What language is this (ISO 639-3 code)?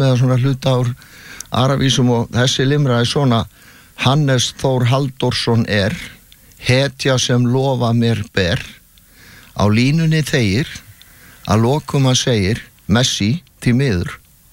isl